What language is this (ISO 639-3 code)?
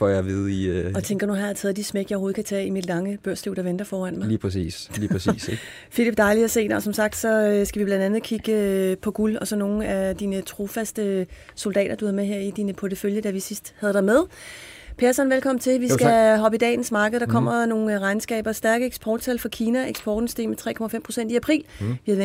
dan